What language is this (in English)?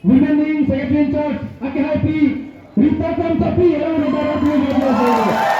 Karbi